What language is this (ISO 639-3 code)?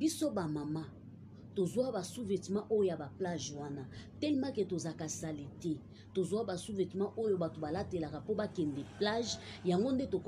lin